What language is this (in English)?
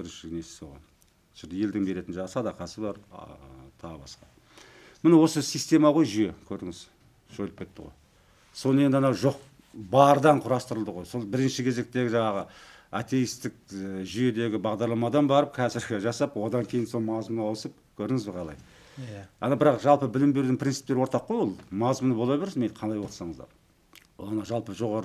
Kazakh